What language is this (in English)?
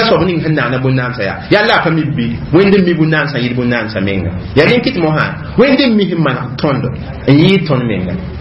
Mossi